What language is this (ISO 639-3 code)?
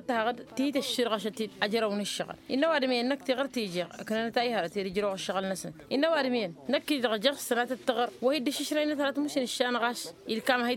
taq